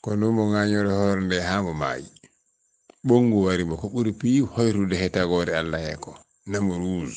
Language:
Fula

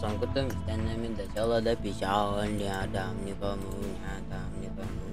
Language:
Yakut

